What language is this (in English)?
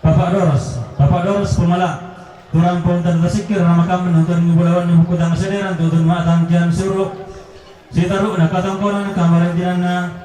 Toraja-Sa'dan